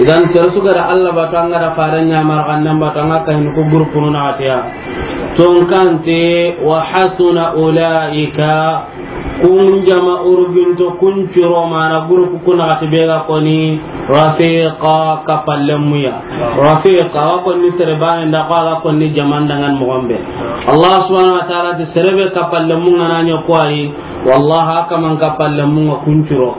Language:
Soninke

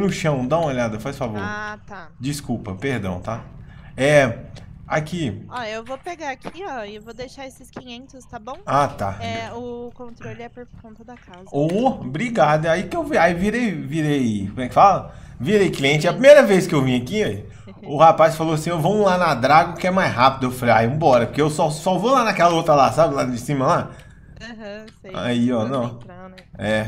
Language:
Portuguese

